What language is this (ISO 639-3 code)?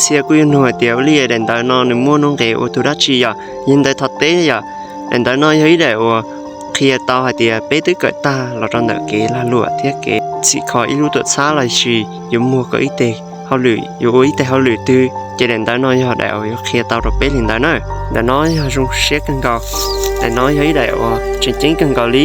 hmn